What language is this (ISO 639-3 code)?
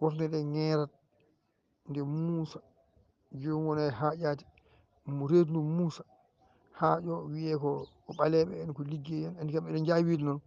ful